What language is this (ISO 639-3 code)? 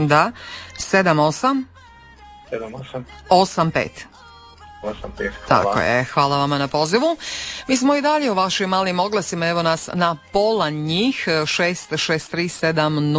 hrv